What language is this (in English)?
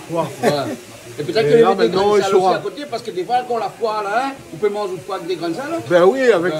Réunion Creole French